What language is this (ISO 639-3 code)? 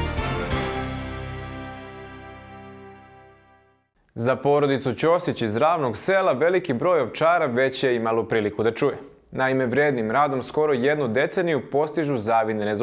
srp